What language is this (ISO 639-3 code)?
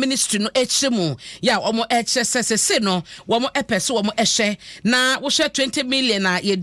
aka